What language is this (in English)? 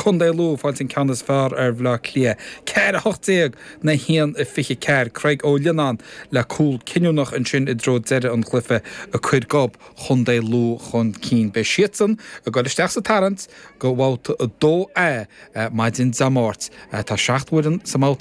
Irish